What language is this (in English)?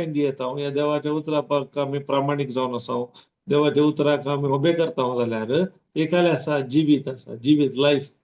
Konkani